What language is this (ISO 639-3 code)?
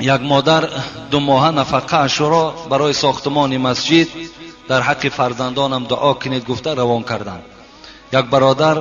tgk